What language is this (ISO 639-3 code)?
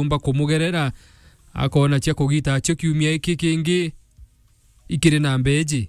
mer